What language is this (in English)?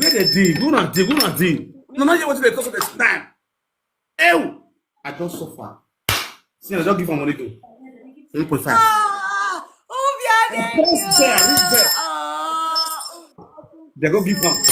Nigerian Pidgin